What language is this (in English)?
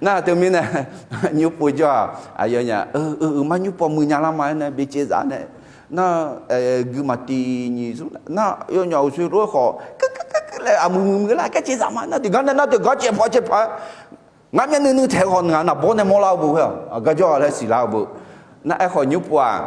Akha